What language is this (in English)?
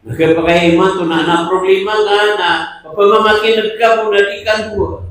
Maranao